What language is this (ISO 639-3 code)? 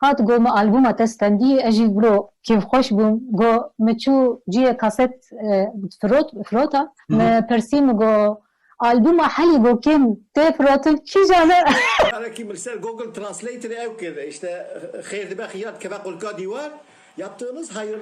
kur